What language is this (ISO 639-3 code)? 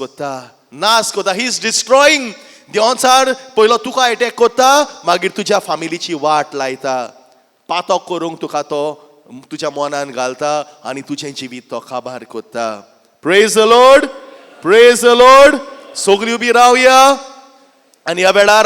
kok